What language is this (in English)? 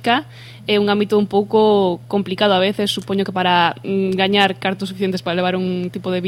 Galician